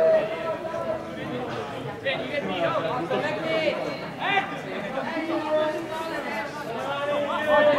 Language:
Italian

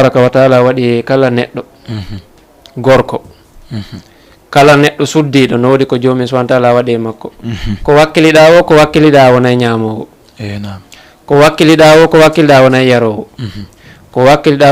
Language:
Fula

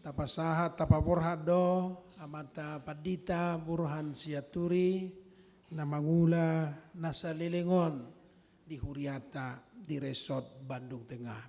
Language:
Batak Toba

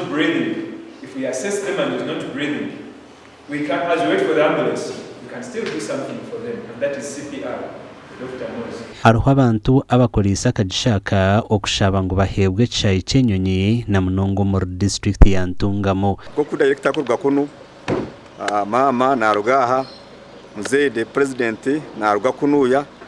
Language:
Nyankole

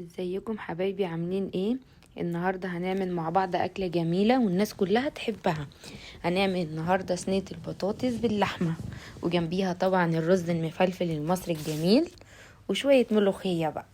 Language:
Egyptian Arabic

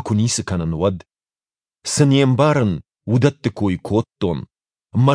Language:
Ossetic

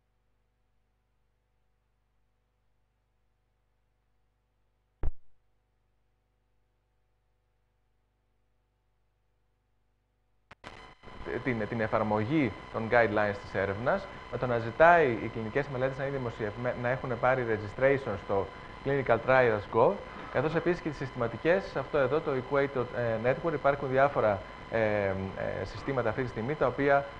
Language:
Greek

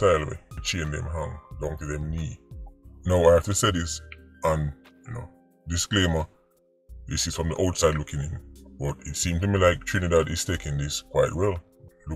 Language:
Jamaican Creole English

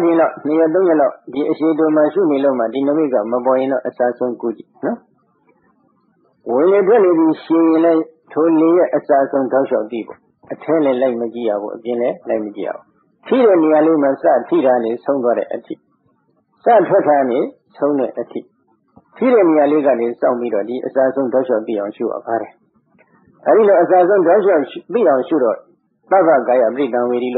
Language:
Burmese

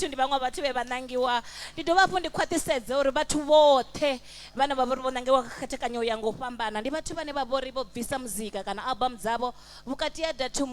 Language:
Venda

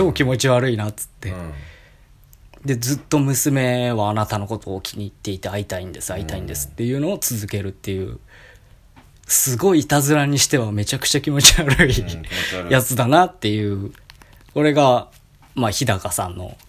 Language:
Japanese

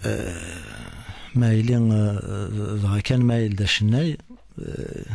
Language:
Kabyle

